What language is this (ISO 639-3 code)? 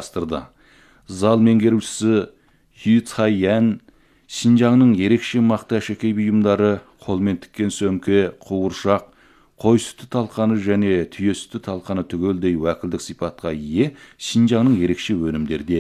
kaz